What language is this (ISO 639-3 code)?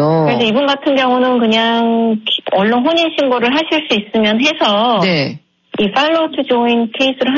kor